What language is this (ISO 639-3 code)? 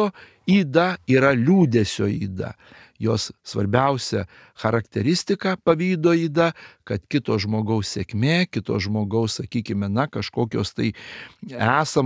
lit